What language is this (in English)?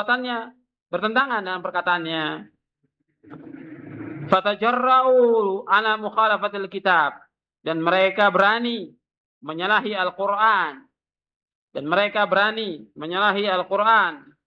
Indonesian